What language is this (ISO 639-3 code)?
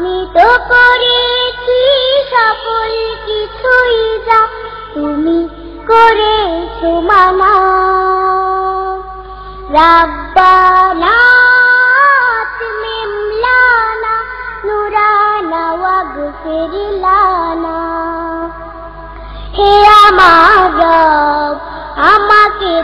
ben